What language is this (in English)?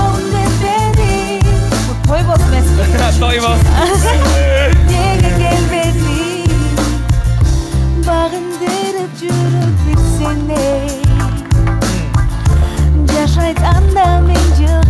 Kyrgyz